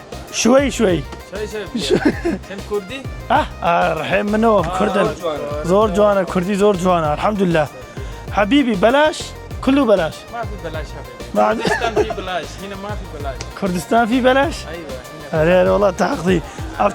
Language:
Kurdish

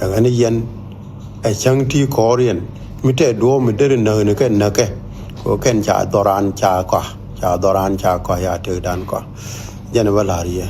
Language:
Nuer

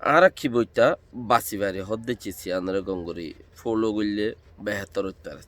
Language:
Rohingya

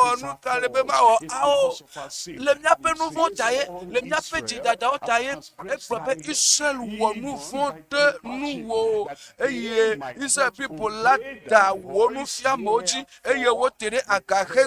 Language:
Ewe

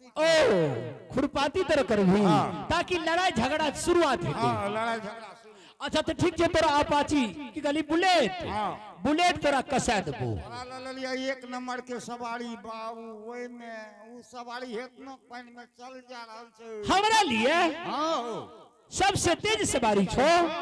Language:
Angika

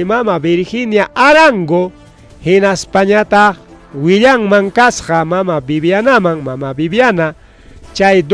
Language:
Ayacucho Quechua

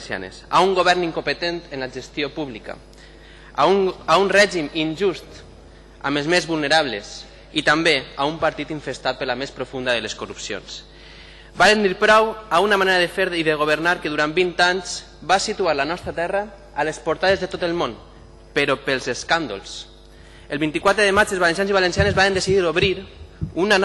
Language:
Catalan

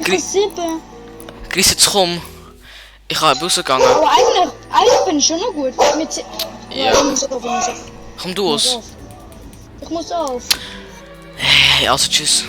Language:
Swiss German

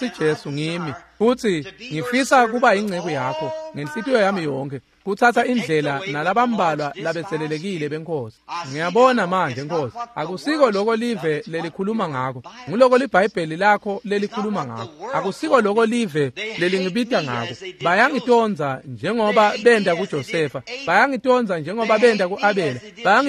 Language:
Swati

